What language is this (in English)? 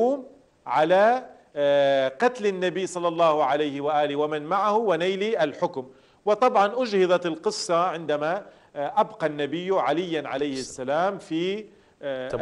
Arabic